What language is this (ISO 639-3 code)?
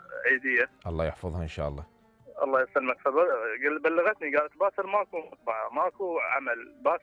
acm